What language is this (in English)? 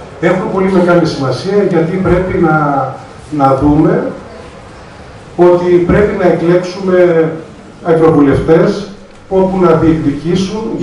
Greek